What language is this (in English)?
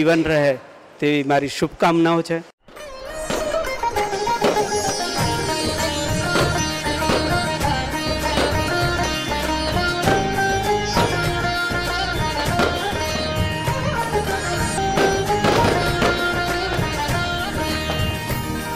Gujarati